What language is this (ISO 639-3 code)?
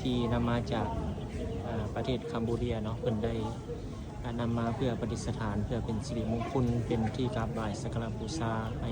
lao